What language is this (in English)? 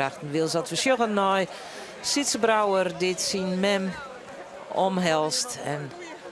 Western Frisian